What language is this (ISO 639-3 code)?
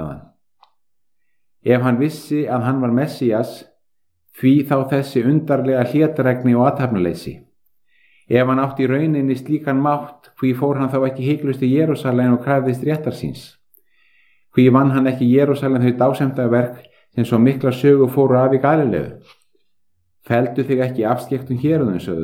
isl